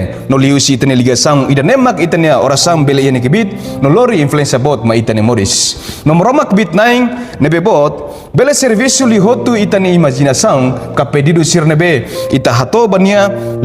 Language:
Tetum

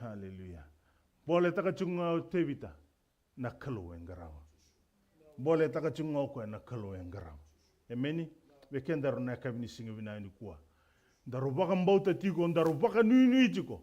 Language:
Fijian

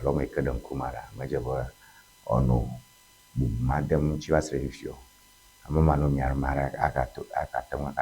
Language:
Ewe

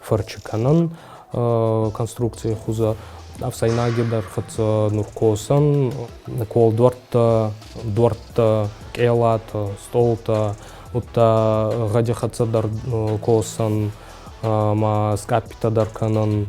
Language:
Ossetic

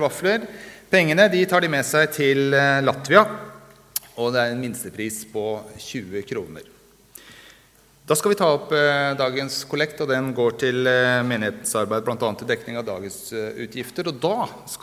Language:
Norwegian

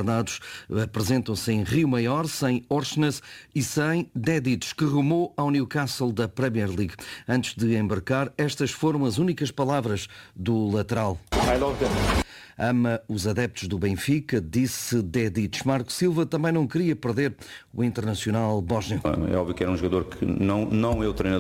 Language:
Portuguese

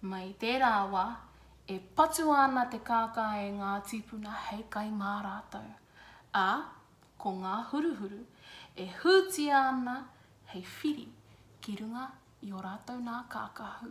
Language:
Māori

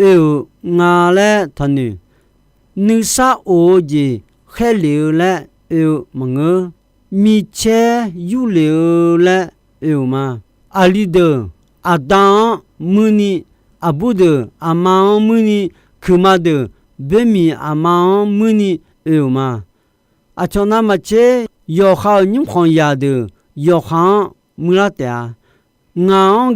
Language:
Akha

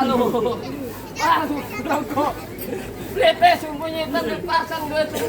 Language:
Betawi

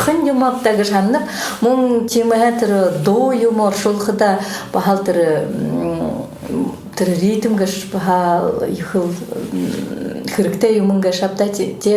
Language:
Buriat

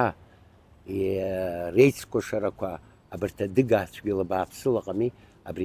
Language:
Abkhazian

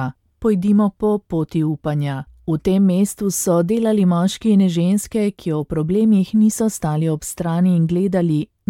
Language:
Slovenian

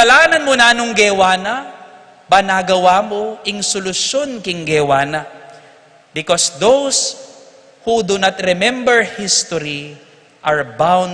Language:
Pampanga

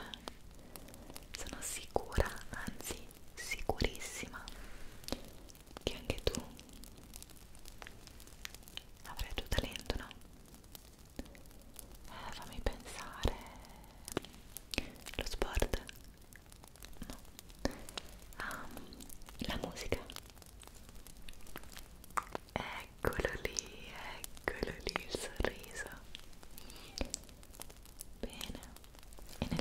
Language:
Italian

